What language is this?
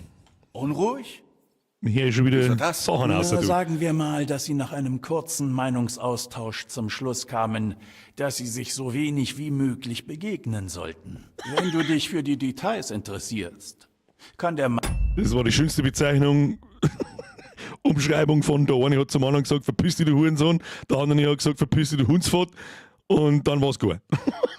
Bavarian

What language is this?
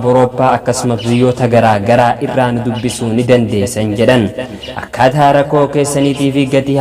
Oromo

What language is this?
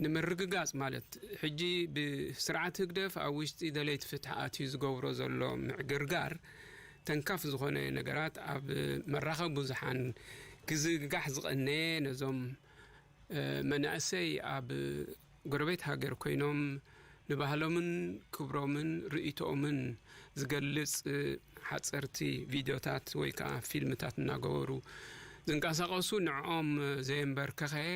Tigrinya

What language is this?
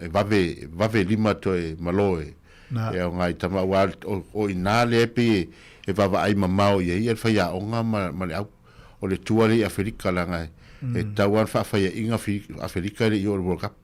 Samoan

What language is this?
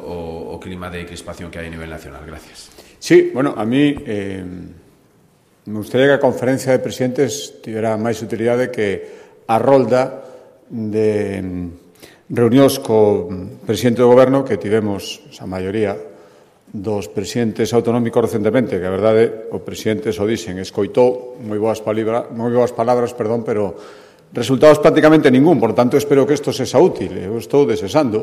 Galician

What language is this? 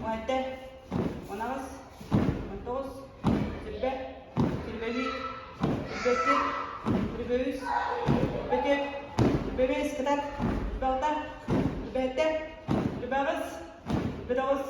Yakut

